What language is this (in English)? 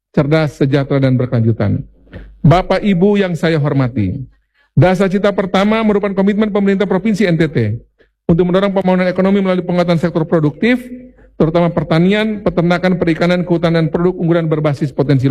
Indonesian